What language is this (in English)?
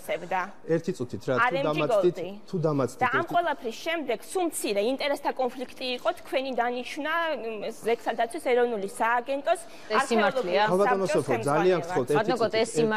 Georgian